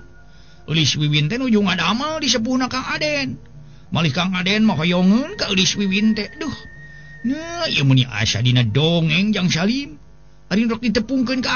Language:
Sundanese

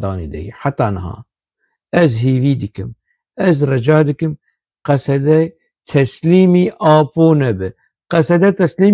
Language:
Kurdish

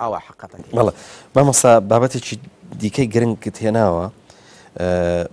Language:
Central Kurdish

